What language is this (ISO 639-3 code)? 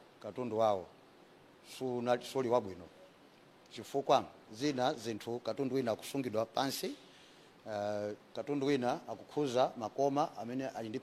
nya